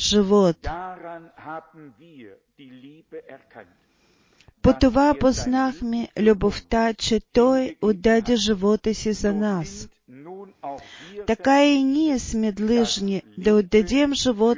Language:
Bulgarian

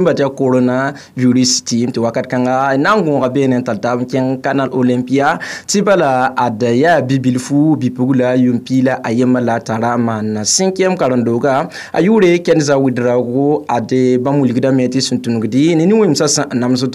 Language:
Mossi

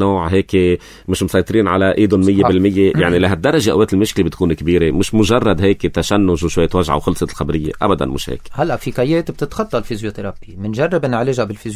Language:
North Levantine Arabic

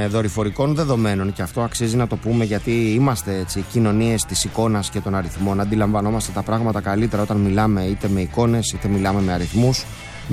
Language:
Greek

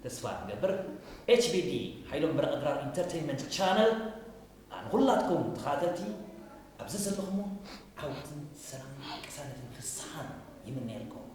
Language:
Tigrinya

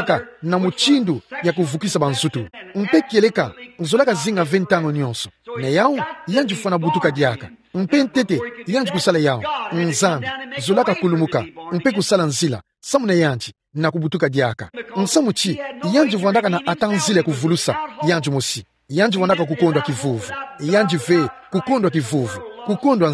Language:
Kituba (Democratic Republic of Congo)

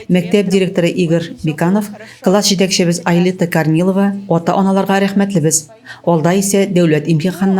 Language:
Tatar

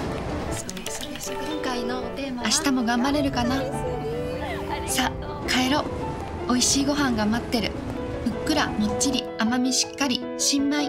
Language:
Japanese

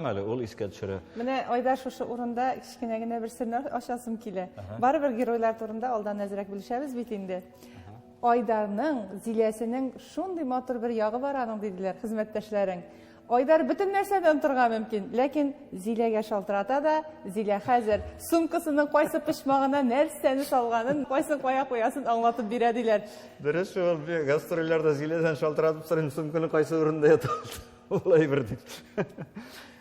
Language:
Tatar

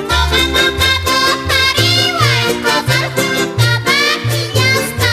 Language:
South Bolivian Quechua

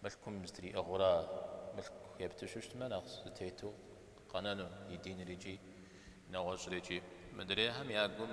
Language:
Kabardian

